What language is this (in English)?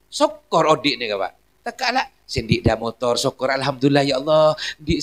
Madurese